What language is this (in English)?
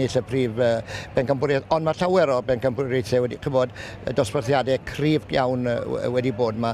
Welsh